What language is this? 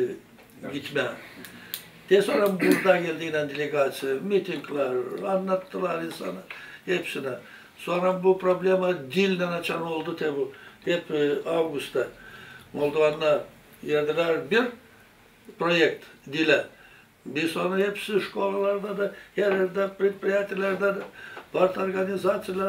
Gagauz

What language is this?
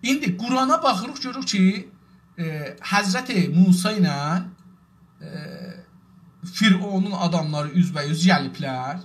South Azerbaijani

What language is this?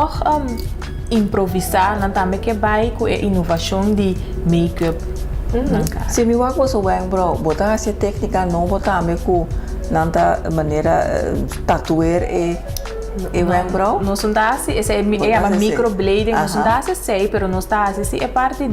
Papiamento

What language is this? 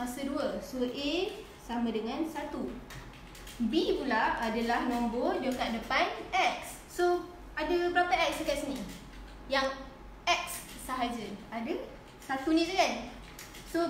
Malay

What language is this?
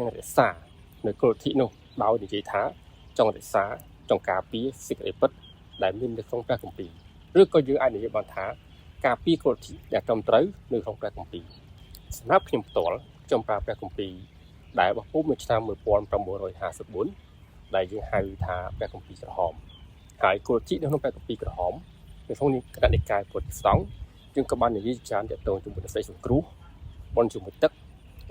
Khmer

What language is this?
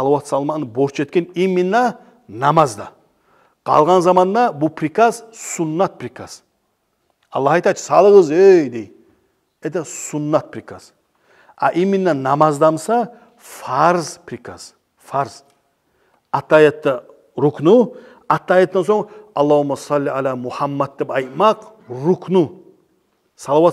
Kumyk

